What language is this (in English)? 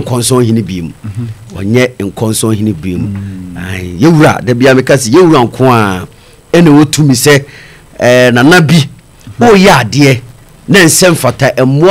Akan